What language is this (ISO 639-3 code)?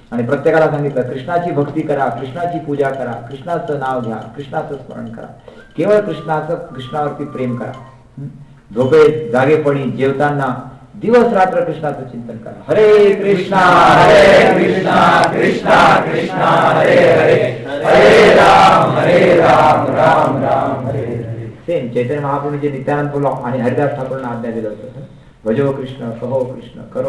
mar